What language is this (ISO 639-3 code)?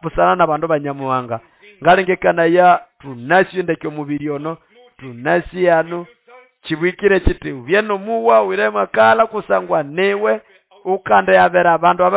nnb